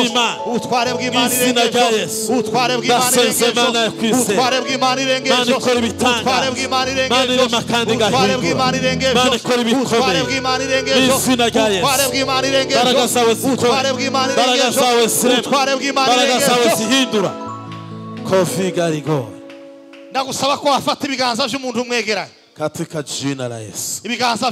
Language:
Kinyarwanda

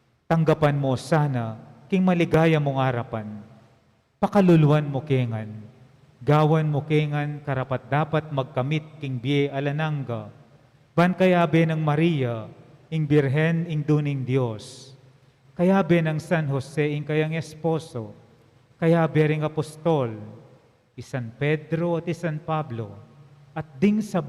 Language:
Pampanga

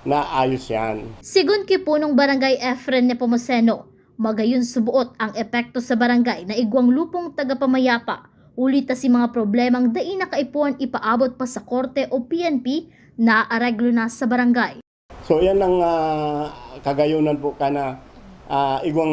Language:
Bikol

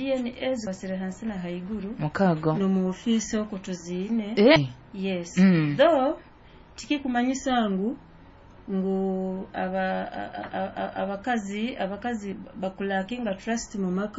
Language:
Nyoro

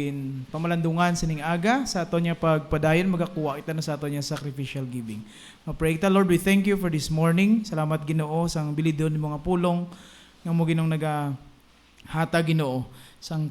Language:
Hiligaynon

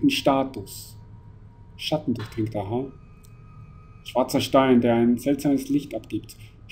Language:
German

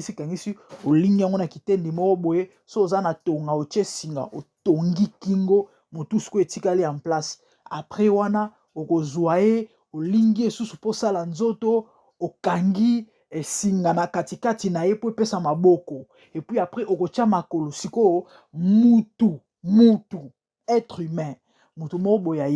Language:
Lingala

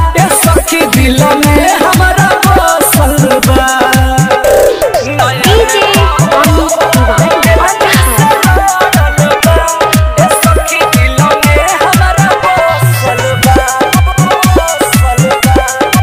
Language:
Bhojpuri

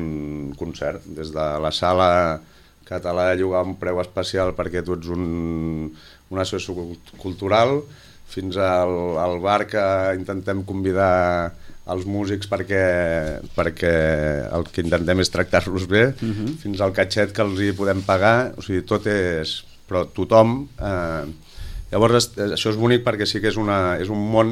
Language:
Catalan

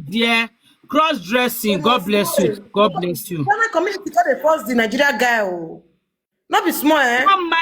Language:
Nigerian Pidgin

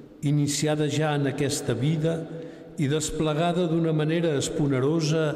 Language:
Catalan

